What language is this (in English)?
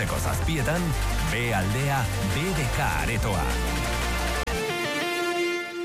Basque